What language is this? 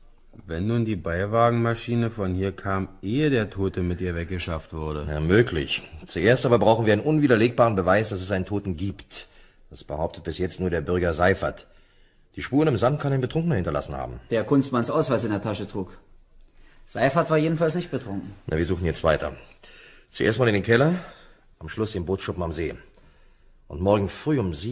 German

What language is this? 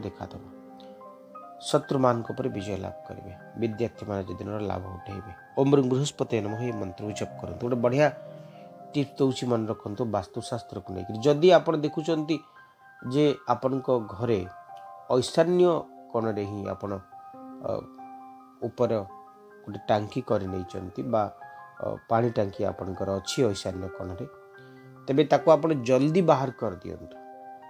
Odia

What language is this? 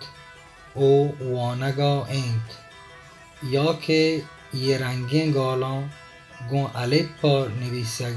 Baluchi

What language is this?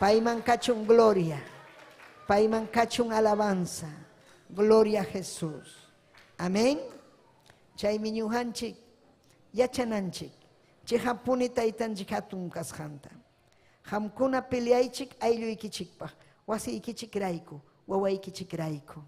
Ayacucho Quechua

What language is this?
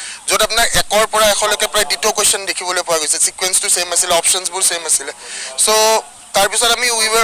Assamese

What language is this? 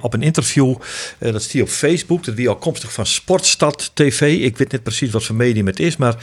Western Frisian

